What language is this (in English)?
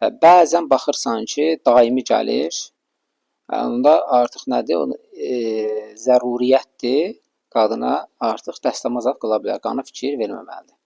Azerbaijani